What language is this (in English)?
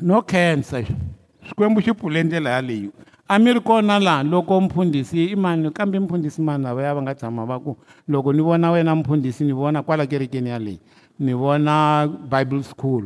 Tsonga